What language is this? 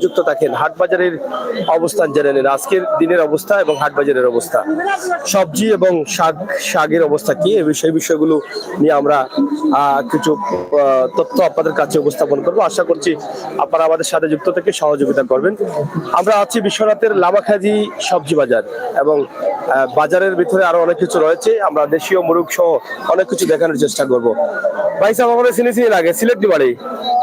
Sylheti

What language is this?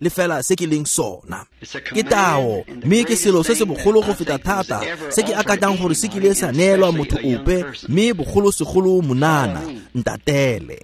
Tswana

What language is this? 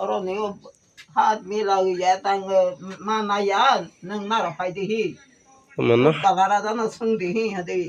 Kok Borok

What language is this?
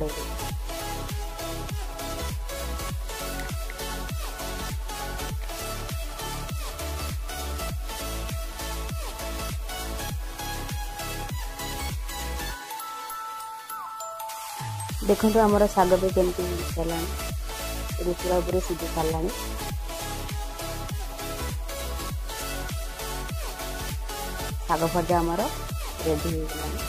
Odia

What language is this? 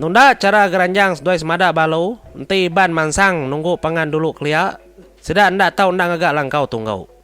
Iban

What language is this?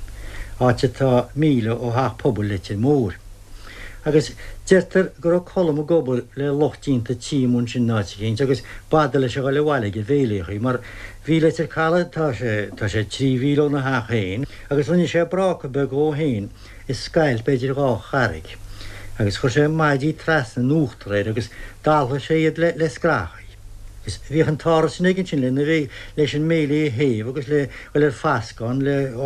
Irish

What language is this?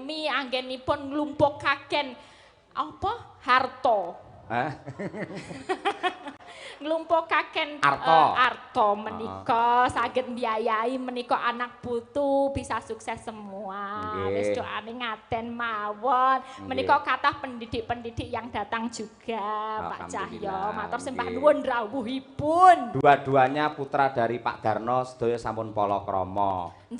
Javanese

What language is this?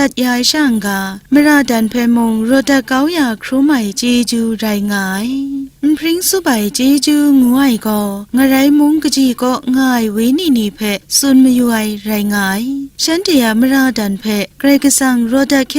Kachin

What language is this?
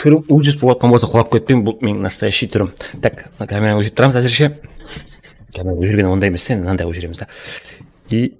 Kara-Kalpak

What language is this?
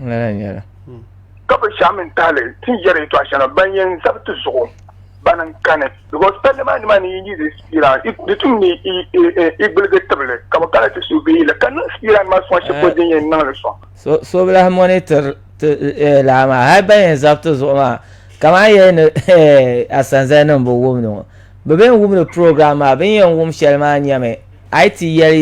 Dagbani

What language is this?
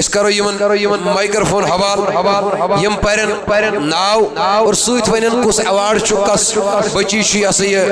Kashmiri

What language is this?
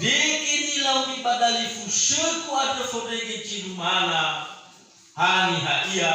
Nias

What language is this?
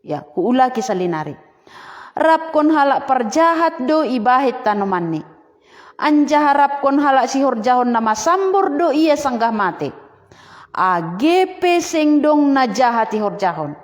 Batak Simalungun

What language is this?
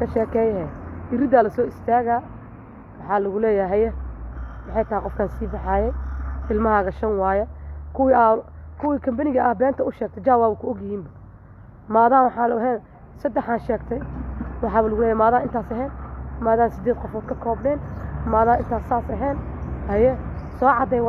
Somali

